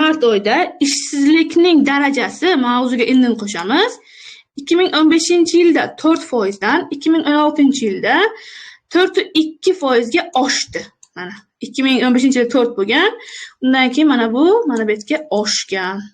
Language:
Uzbek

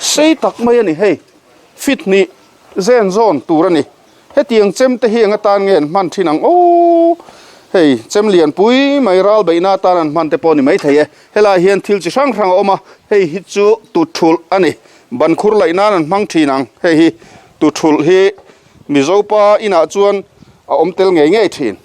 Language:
Mizo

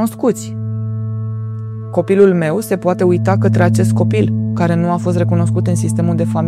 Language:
Romanian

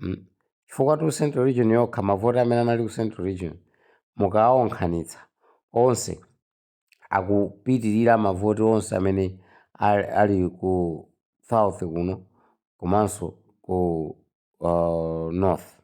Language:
Nyanja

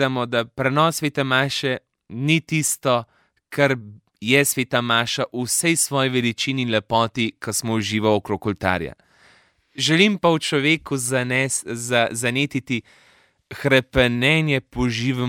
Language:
Slovenian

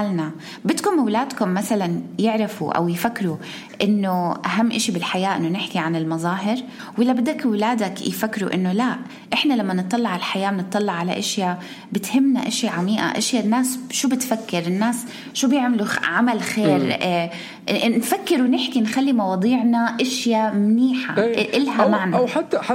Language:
North Levantine Arabic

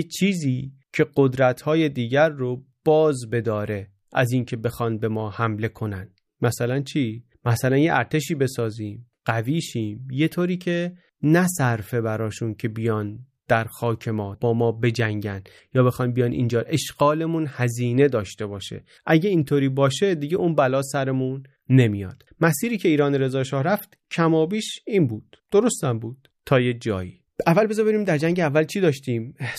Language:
Persian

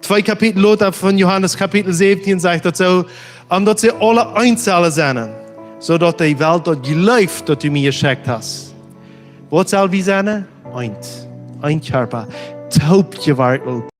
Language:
Plautdietsch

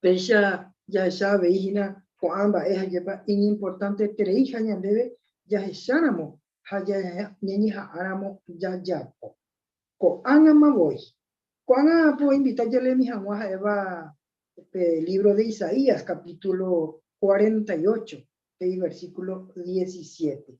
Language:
Guarani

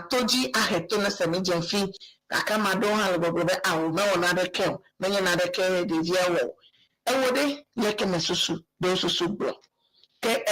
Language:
Ewe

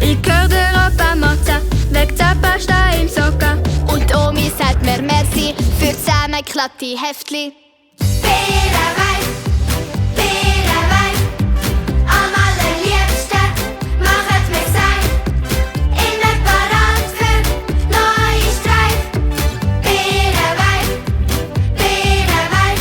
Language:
Swiss German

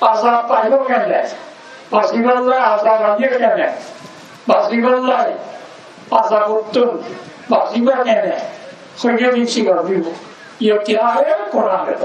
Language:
Rohingya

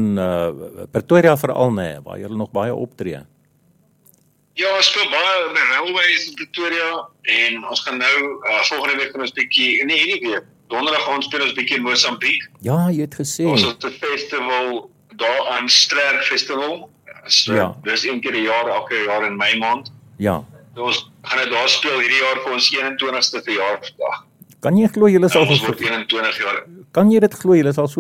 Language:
Afrikaans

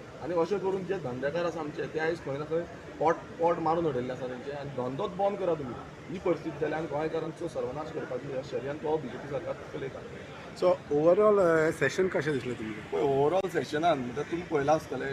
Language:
Konkani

